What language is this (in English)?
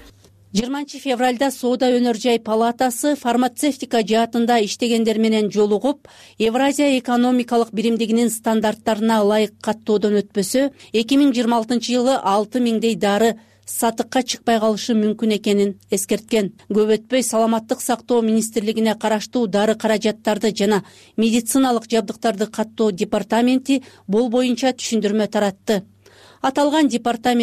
Kyrgyz